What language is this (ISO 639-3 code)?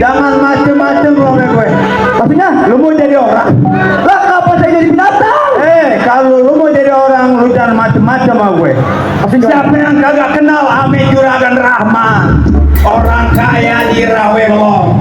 bew